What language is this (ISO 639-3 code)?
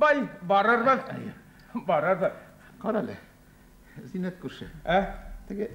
bak